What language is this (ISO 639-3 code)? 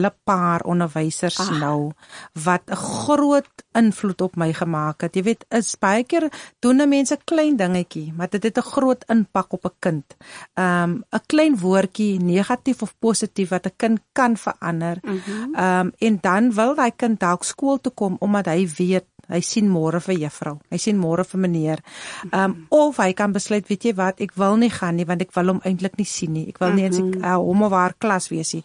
afr